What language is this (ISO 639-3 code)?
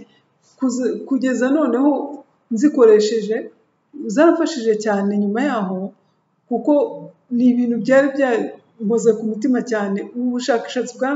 kin